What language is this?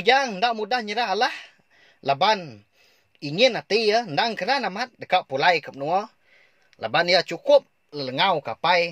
Iban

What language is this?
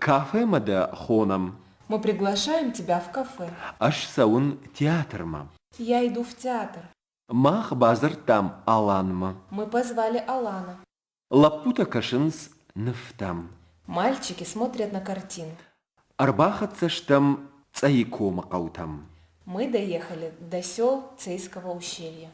Ossetic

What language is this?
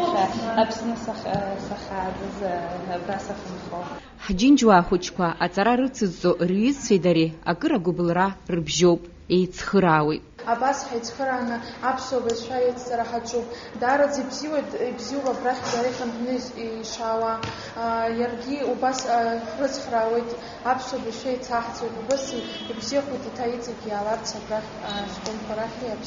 Abkhazian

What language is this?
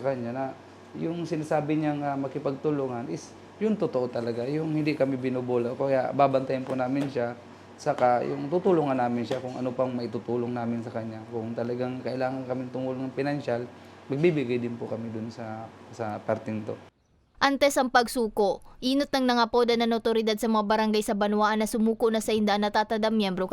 Bikol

